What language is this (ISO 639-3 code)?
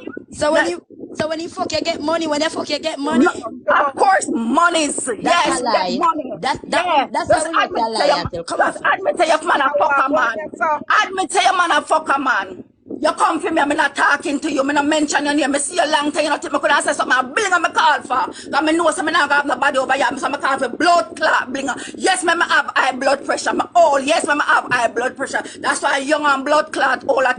jam